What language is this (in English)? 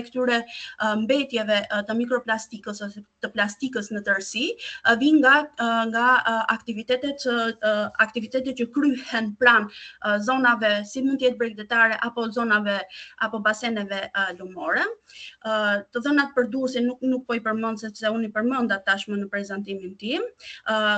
Albanian